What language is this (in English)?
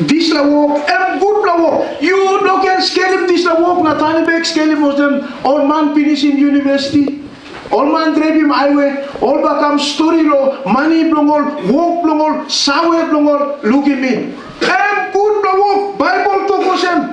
Tok Pisin